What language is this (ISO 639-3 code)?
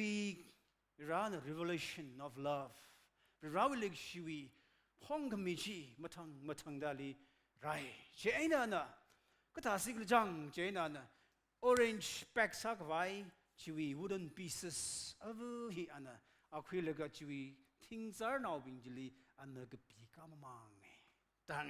nmf